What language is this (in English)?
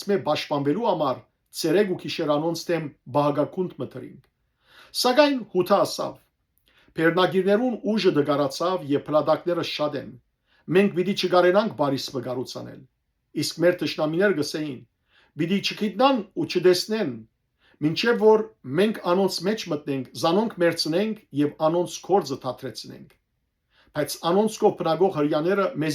Western Armenian